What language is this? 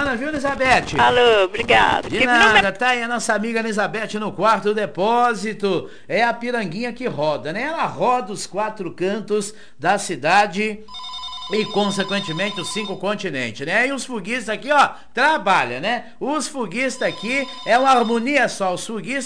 Portuguese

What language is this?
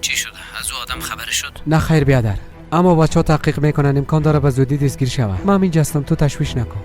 Persian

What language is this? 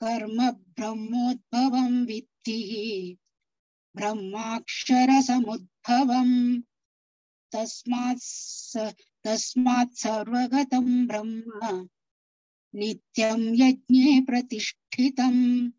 Sanskrit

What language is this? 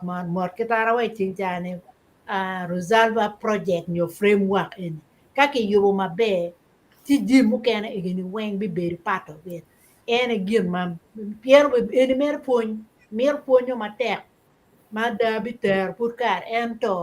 Acoli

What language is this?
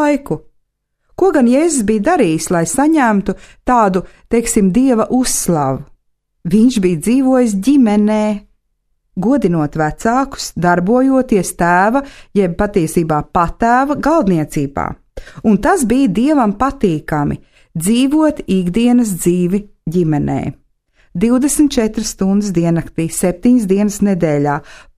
Latvian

